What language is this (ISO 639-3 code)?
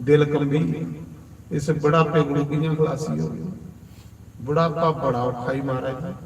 doi